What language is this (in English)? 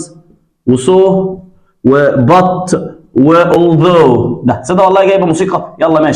Egyptian Arabic